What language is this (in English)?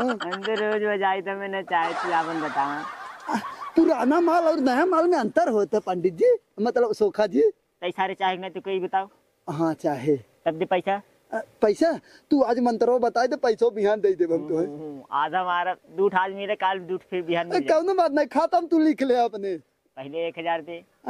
Awadhi